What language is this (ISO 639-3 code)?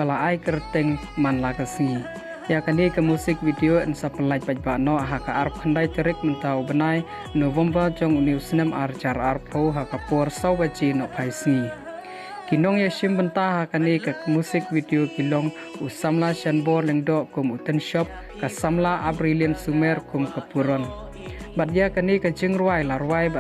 kha